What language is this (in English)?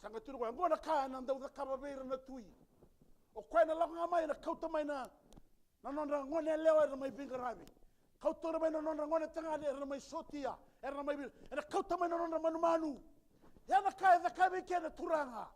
Fijian